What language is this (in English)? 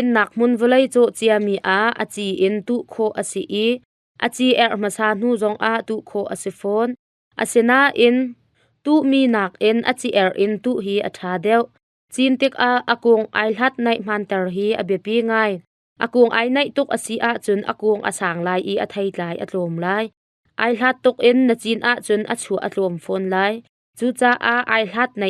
Hakha Chin